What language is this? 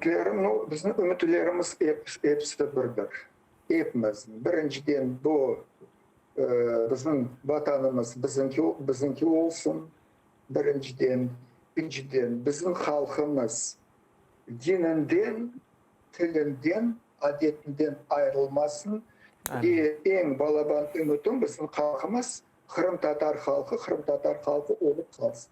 Crimean Tatar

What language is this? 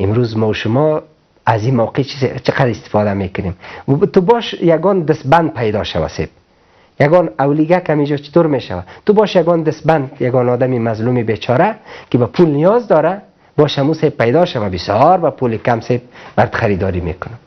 Persian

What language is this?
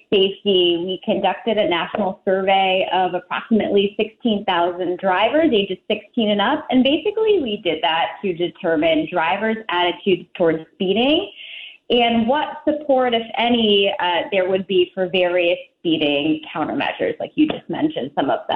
English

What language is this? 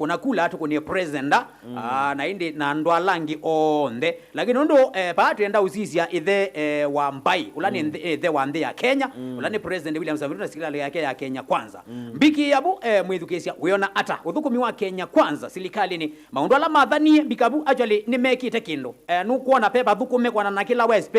Kamba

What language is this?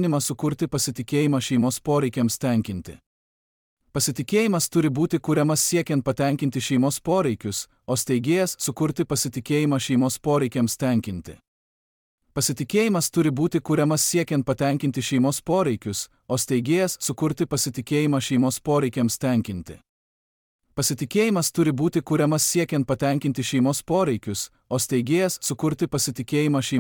Lithuanian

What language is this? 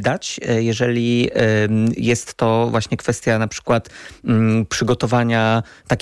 Polish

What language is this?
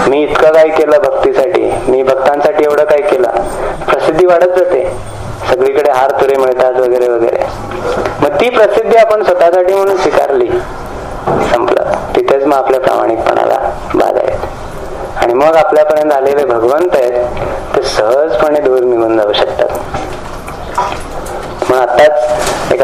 Marathi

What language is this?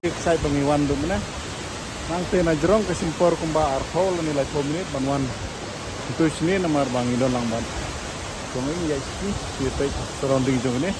Khasi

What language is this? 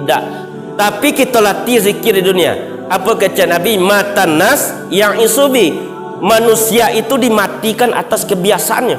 Minangkabau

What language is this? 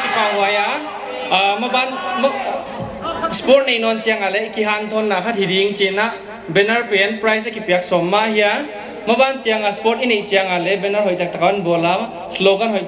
Paite Chin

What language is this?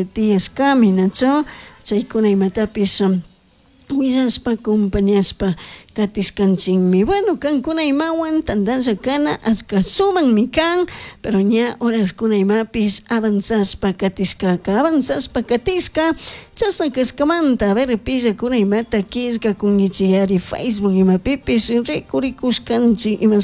Chimborazo Highland Quichua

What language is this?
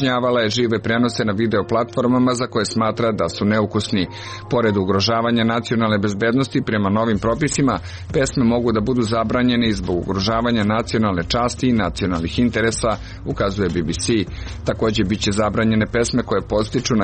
Serbian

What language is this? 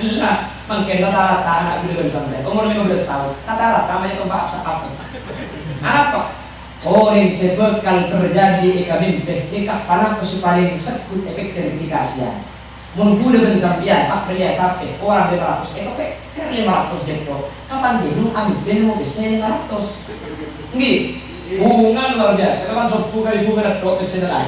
Madurese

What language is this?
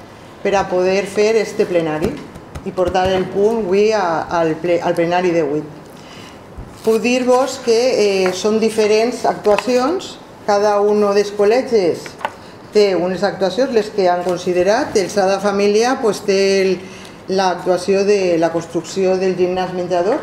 Catalan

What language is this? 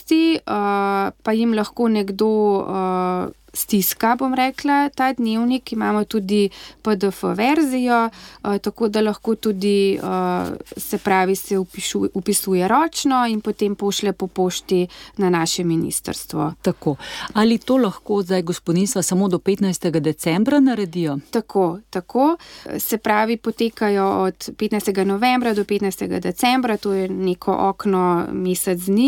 Slovenian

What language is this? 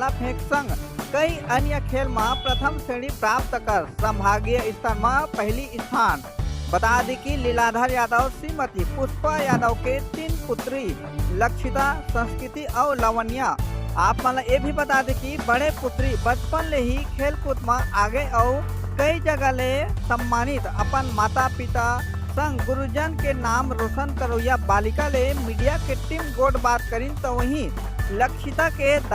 Chhattisgarhi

